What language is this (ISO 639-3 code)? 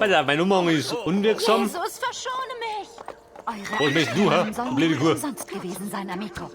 bar